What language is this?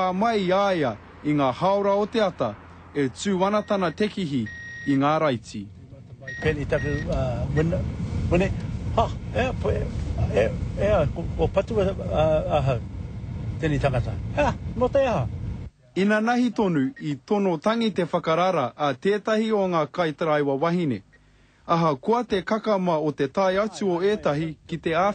Māori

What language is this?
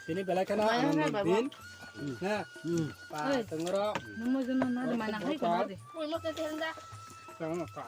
Kok Borok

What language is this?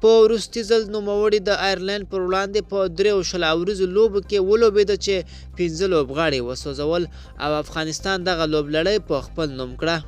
Pashto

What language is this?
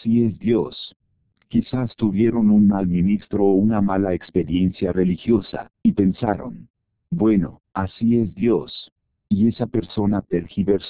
Spanish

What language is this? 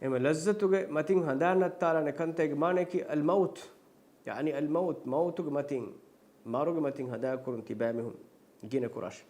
Divehi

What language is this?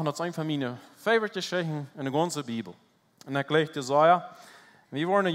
Plautdietsch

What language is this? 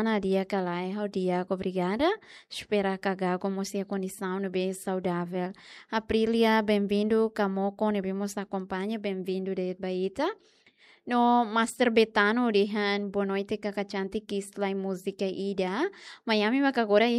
Tetum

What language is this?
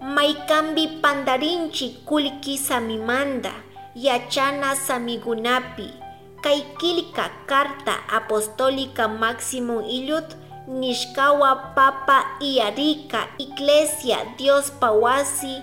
Chimborazo Highland Quichua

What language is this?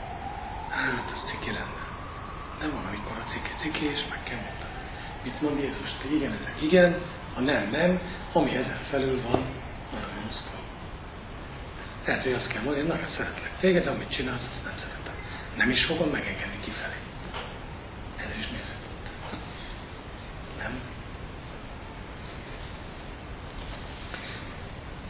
Hungarian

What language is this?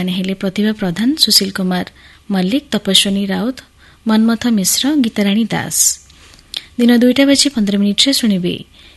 Odia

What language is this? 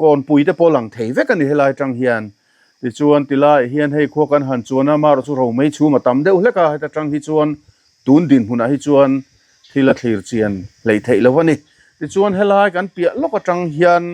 Mizo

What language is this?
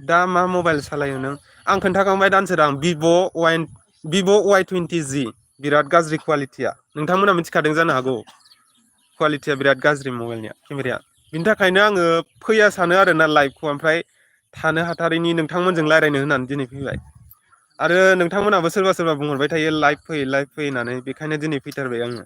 Bodo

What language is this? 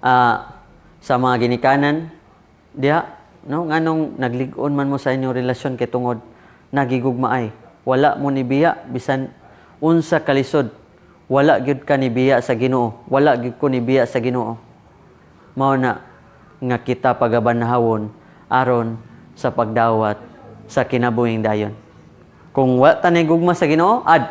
Cebuano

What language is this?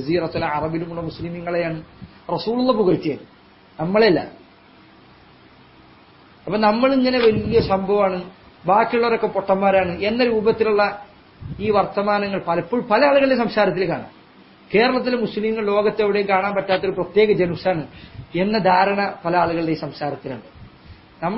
Malayalam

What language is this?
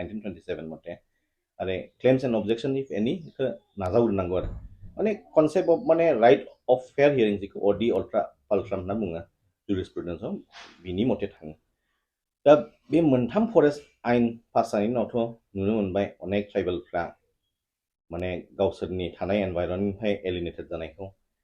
Bodo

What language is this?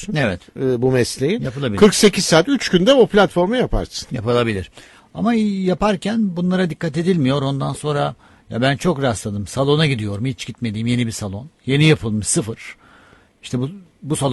Turkish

